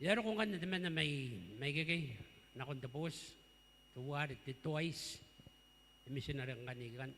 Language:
Gilbertese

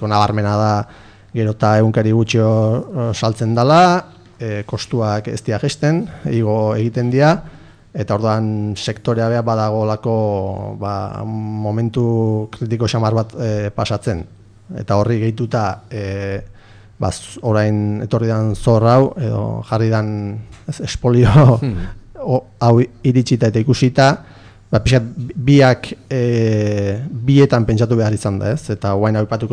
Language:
Basque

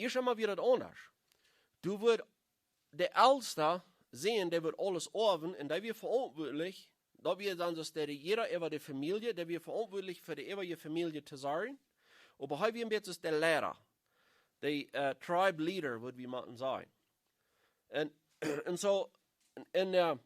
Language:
Plautdietsch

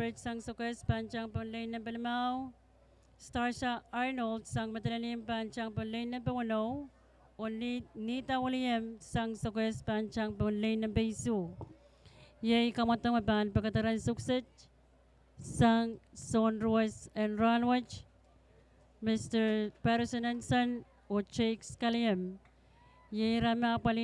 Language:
Pohnpeian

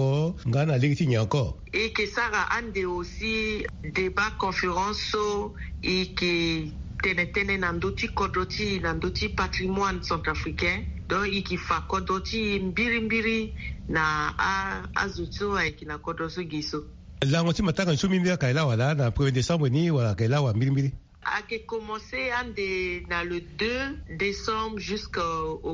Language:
Sango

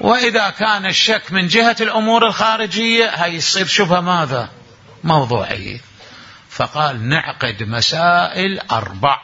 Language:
Mesopotamian Arabic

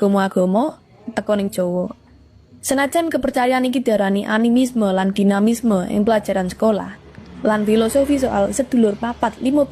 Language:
Javanese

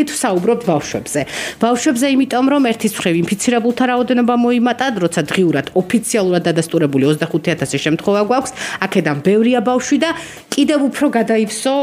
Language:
Georgian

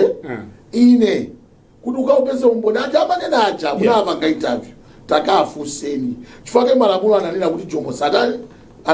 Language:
Nyanja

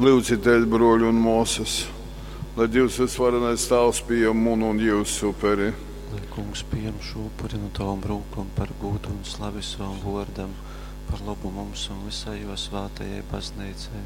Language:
Latgalian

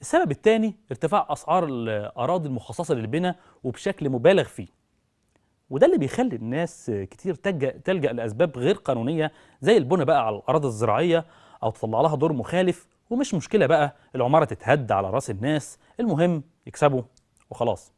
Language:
Egyptian Arabic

